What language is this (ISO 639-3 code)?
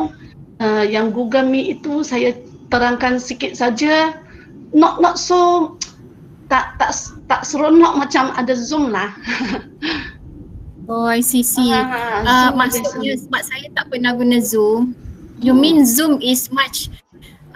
msa